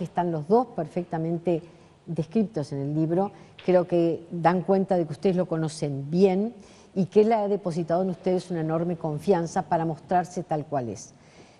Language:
Spanish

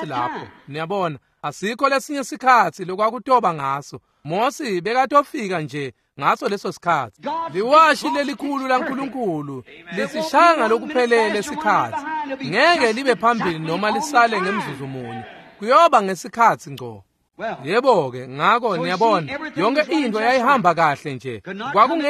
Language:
Swati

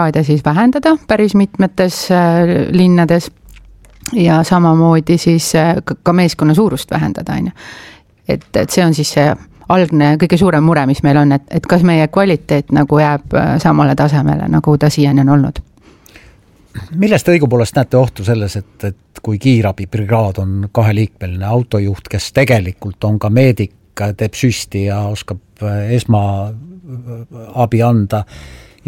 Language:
Estonian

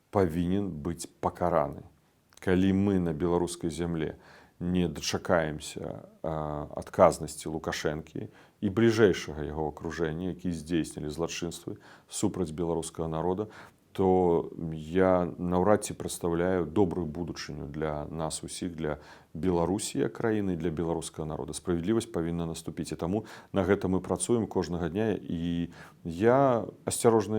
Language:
Belarusian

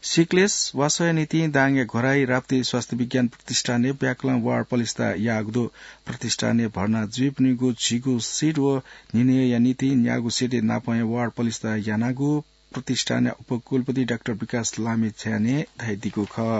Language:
Newari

